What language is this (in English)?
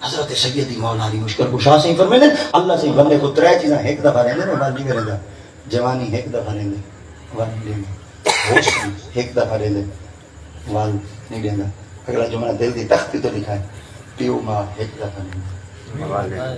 Saraiki